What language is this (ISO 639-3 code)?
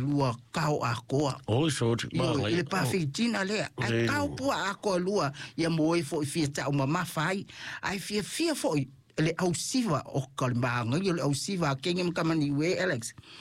smo